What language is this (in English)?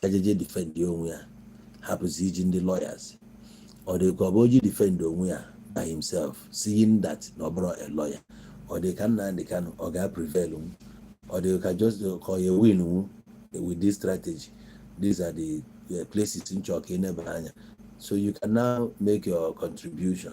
Igbo